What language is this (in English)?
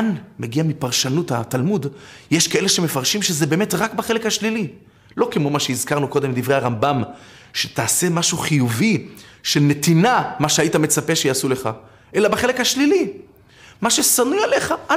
Hebrew